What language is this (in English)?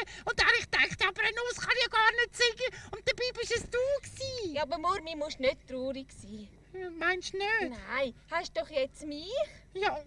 Swiss German